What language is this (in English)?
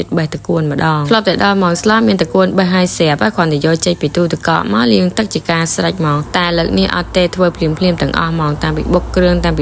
Khmer